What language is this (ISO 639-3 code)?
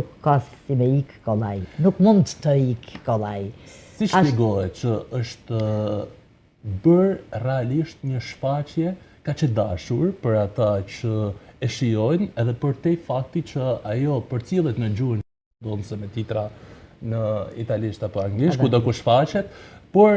sqi